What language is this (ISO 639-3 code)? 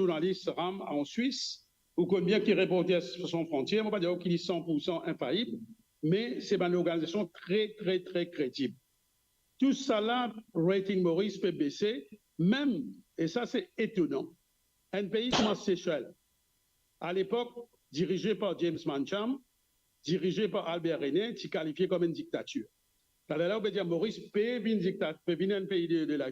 mfe